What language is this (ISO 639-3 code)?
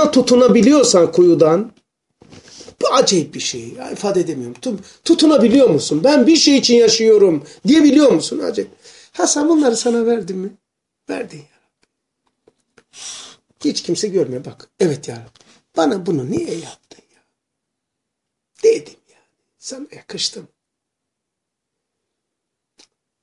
tur